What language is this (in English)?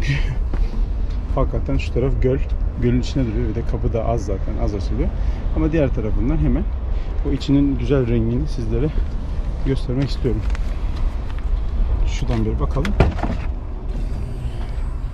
Turkish